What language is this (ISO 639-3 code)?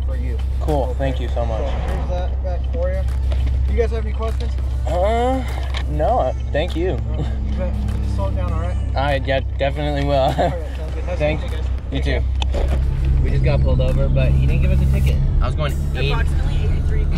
eng